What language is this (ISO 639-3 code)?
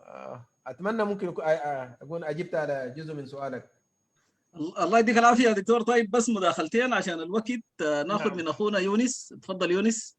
apd